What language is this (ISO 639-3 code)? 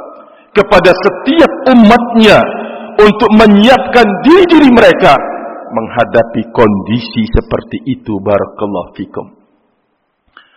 ind